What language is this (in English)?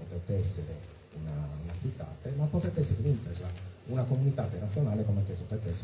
Sardinian